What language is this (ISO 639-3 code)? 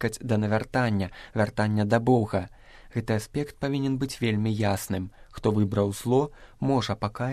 bel